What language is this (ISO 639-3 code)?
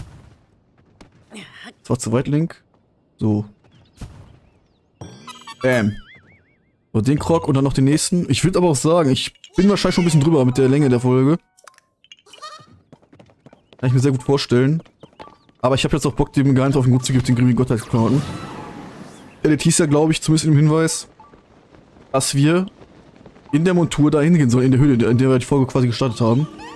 deu